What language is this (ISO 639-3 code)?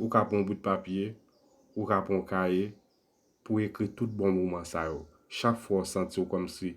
hat